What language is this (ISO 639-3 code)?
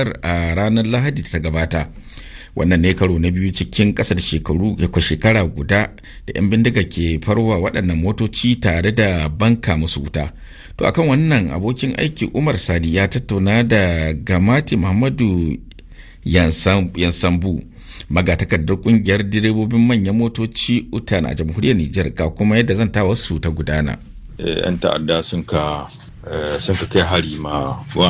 hau